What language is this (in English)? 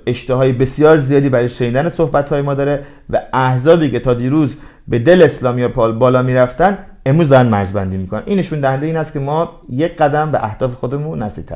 Persian